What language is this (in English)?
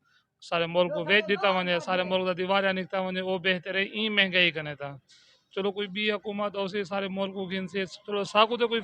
Saraiki